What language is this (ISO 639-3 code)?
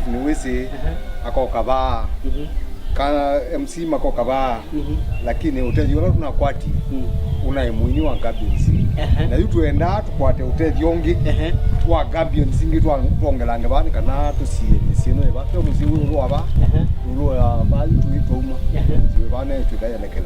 kam